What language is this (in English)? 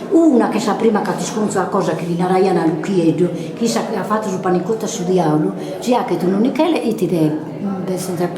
Sardinian